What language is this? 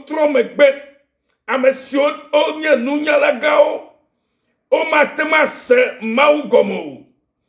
Ewe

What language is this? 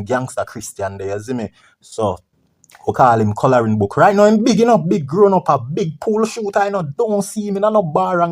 Jamaican Creole English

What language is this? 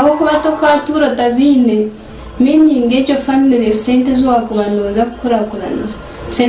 Nyankole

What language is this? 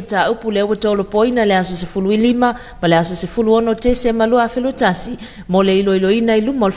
Samoan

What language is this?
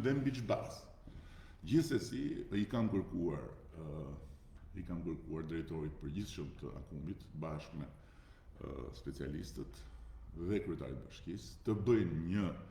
Albanian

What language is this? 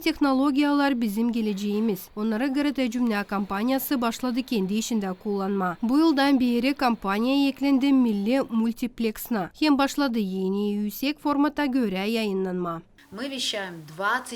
Gagauz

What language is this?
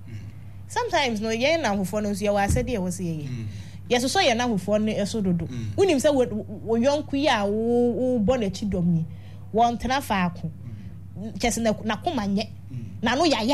Akan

